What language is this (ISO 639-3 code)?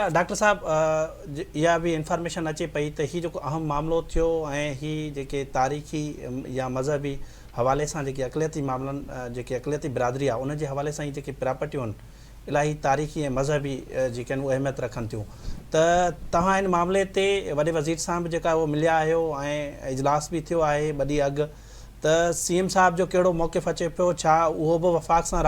snd